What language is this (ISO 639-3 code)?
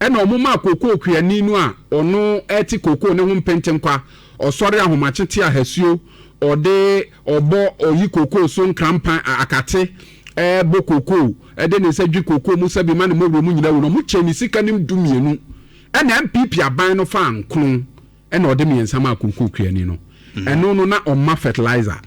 aka